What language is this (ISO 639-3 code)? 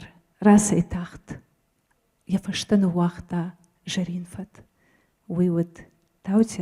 oss